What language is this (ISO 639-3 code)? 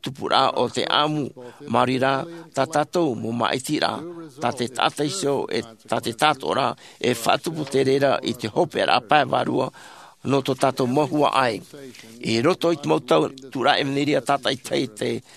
tah